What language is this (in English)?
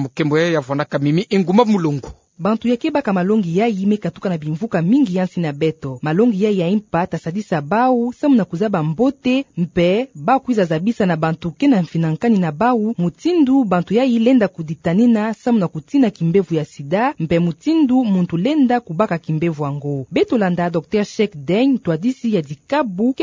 Kituba (Democratic Republic of Congo)